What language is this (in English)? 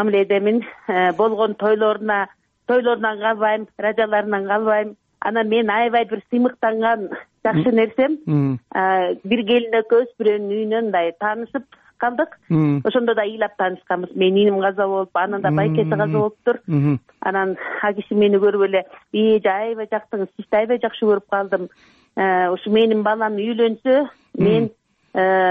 Kyrgyz